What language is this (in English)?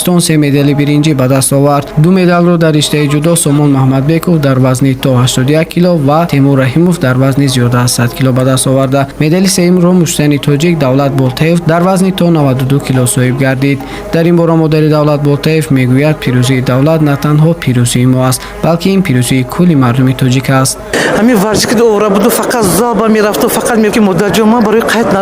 Tajik